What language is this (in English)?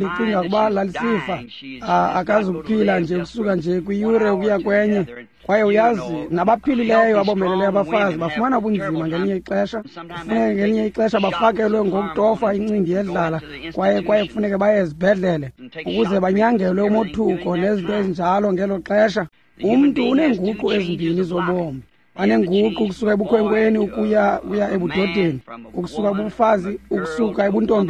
Xhosa